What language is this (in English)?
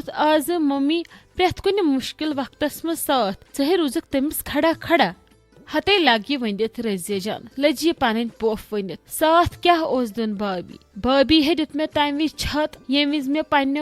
Kashmiri